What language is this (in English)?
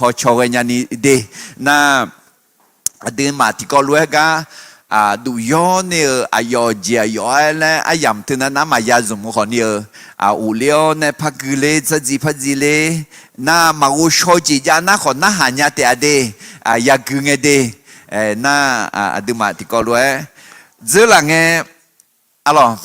Akha